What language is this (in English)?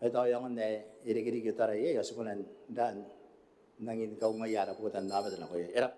Gilbertese